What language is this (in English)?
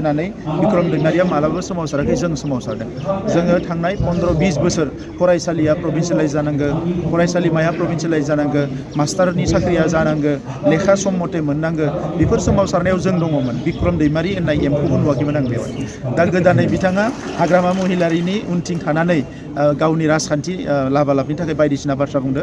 Bodo